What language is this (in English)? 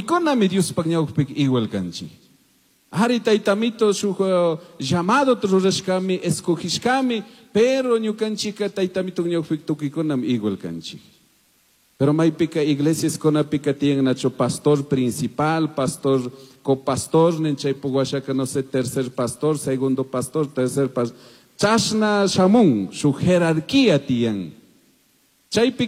Chimborazo Highland Quichua